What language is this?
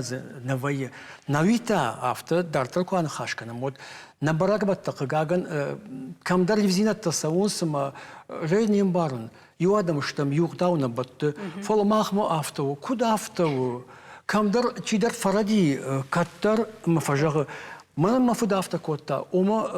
Ossetic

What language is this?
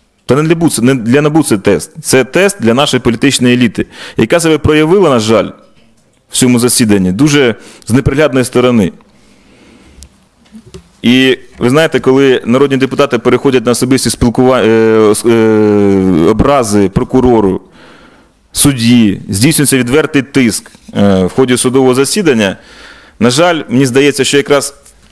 Ukrainian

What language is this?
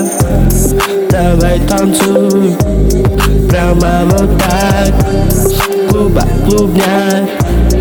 Russian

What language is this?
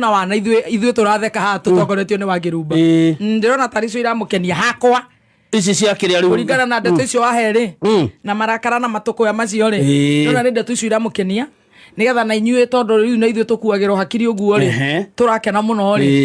Kikuyu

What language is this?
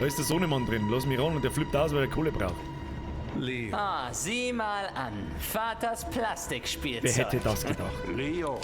Bavarian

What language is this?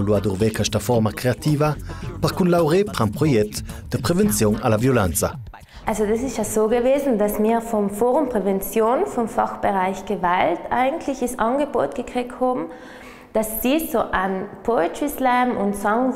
Ladin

